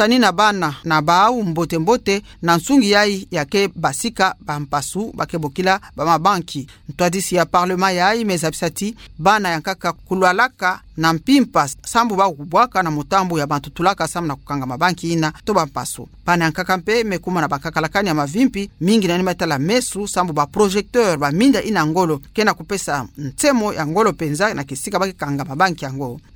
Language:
Kituba (Democratic Republic of Congo)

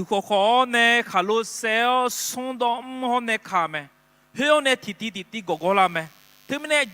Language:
Akha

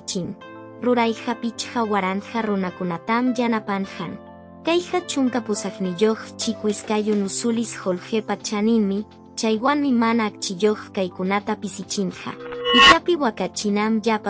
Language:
Quechua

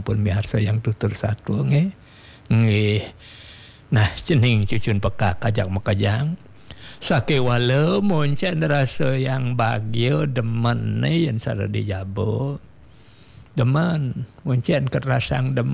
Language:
Balinese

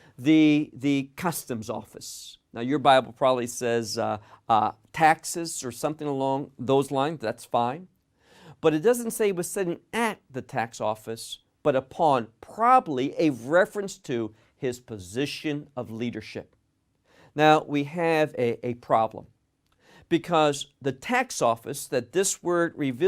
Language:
English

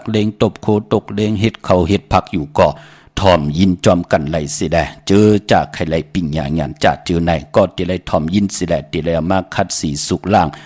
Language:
Shan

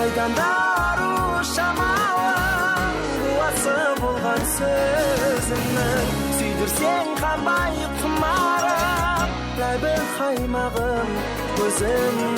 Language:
Kara-Kalpak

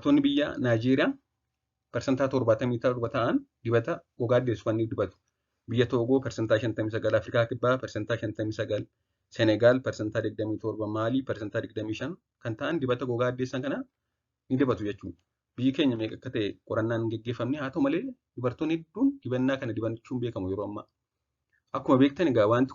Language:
Oromo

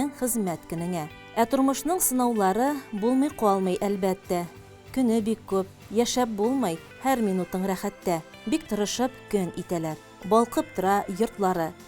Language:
Tatar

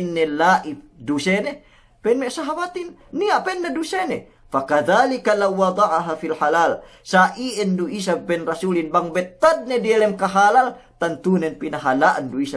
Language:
Yakan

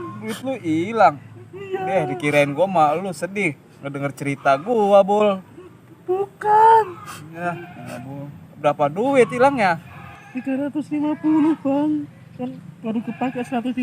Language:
Betawi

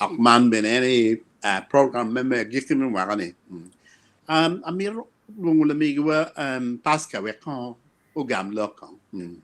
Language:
Acoli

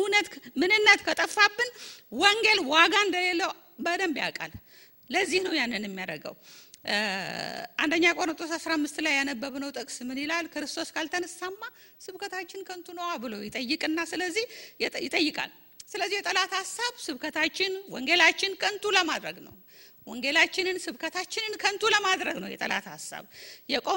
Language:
Amharic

